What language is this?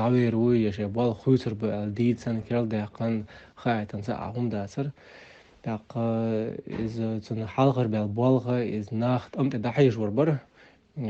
Chechen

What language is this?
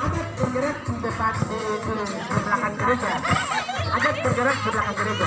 Papuan Malay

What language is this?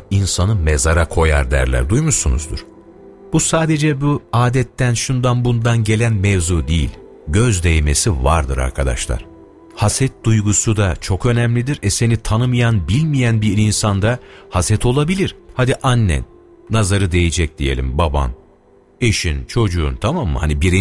Turkish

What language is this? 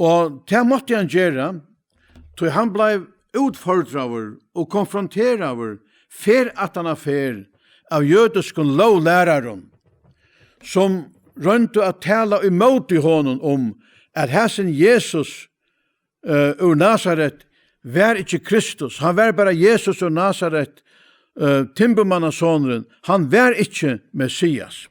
Faroese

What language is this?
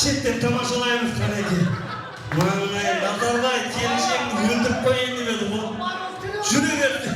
Kara-Kalpak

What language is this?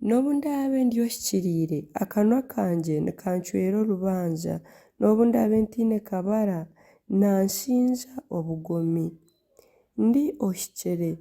Nyankole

